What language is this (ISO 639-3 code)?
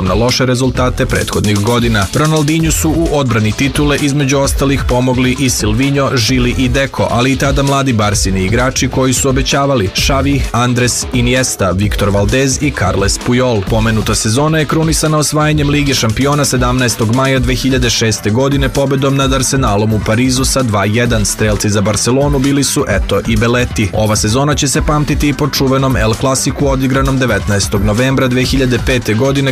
srp